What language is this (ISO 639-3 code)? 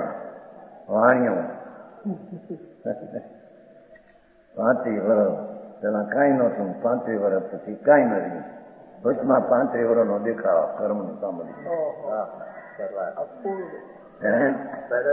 guj